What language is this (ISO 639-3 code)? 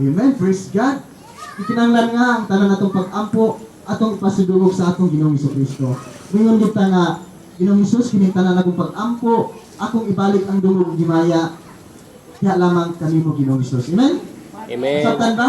ceb